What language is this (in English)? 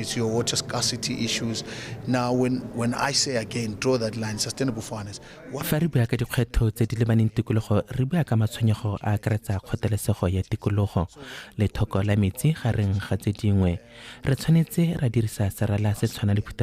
Tswana